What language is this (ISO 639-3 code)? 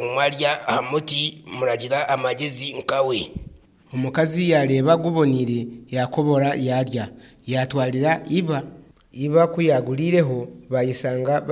nyn